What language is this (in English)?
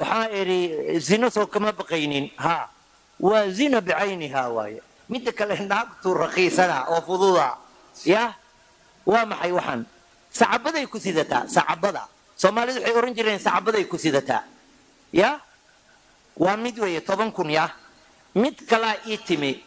Somali